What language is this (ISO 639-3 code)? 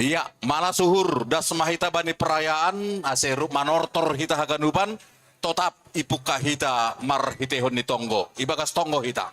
bts